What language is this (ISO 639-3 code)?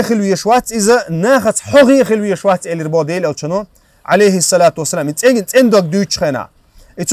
che